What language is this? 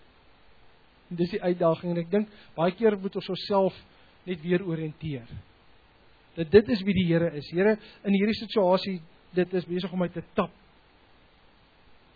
Afrikaans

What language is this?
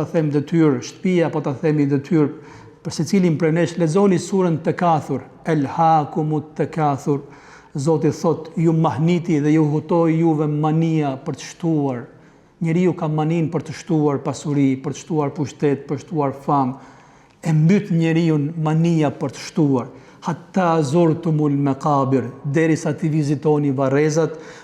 Albanian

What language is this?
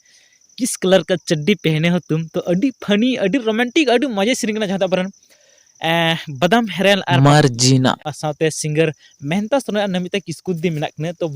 Santali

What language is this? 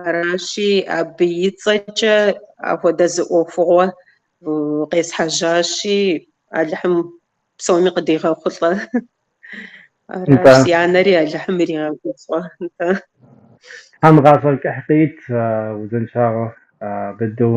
Kabardian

